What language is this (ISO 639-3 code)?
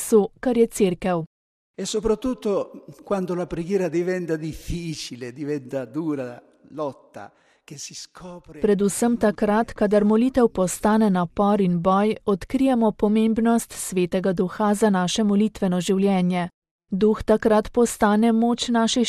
slv